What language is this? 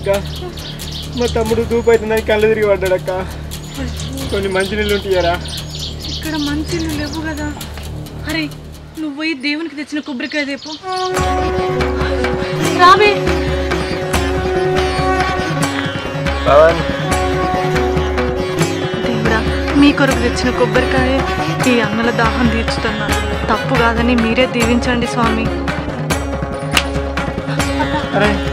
Telugu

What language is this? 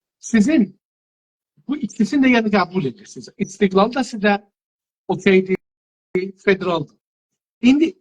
South Azerbaijani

